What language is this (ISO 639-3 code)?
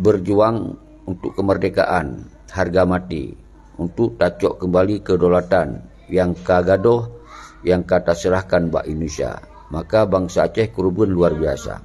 ace